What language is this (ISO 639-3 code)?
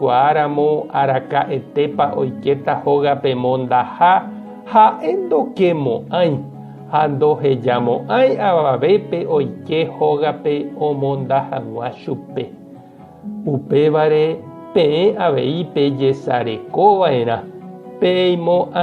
grn